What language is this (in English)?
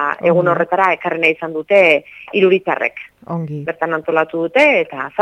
Basque